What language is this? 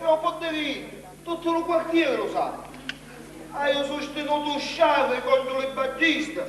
Sicilian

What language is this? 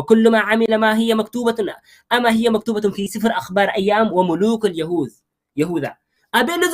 Tigrinya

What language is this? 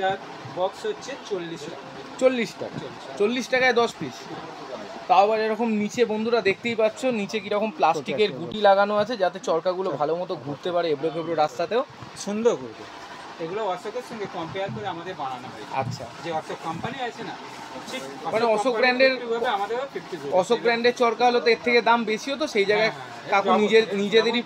Bangla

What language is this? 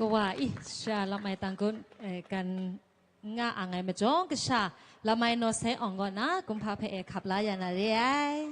Kachin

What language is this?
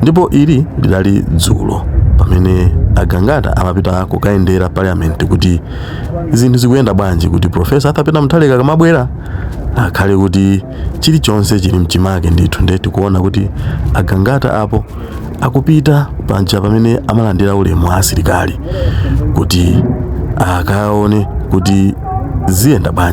Nyanja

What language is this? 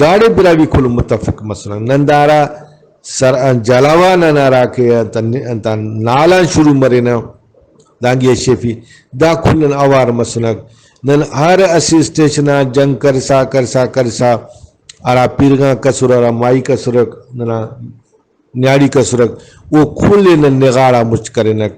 Brahui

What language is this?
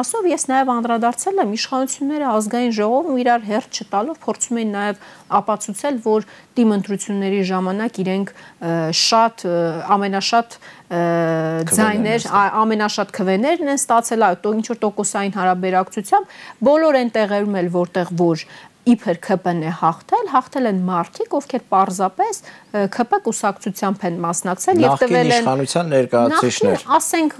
Armenian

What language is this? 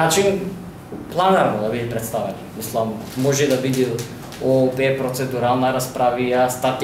Macedonian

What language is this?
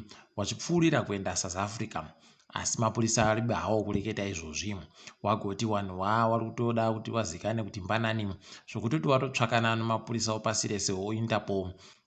Ndau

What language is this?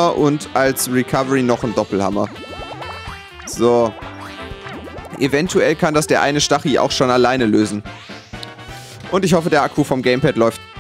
German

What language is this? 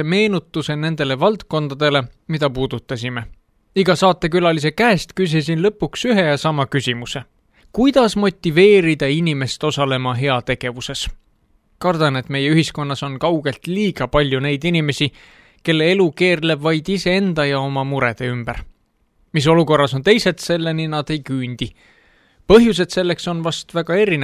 Estonian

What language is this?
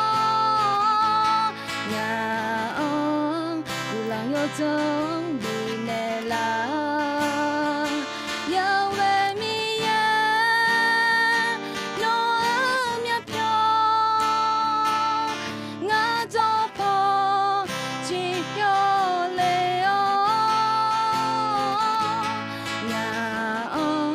Akha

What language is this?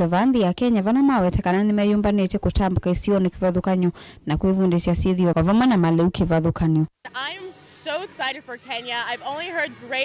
Kamba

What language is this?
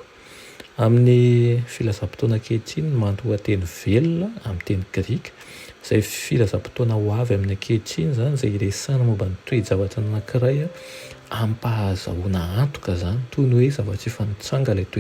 Malagasy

